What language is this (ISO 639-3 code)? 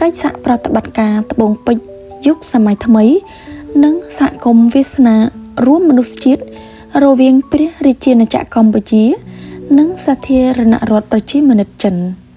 khm